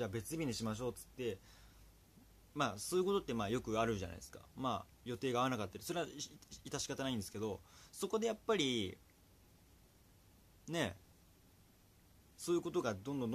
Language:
Japanese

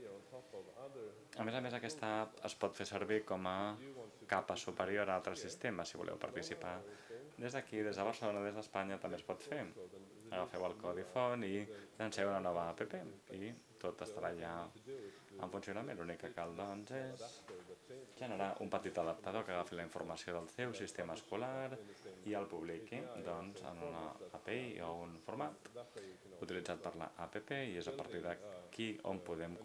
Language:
Catalan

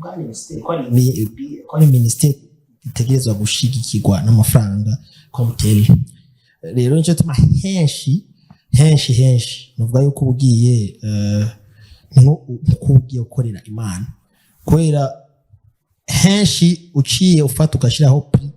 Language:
Rundi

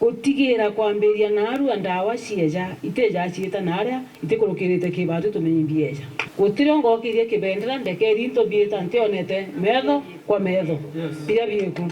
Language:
Meru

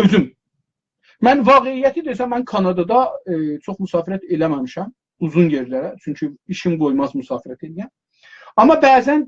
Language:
South Azerbaijani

